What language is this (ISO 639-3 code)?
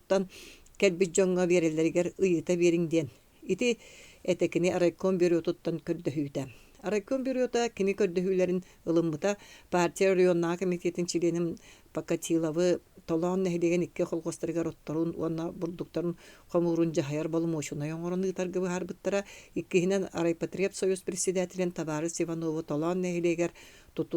sah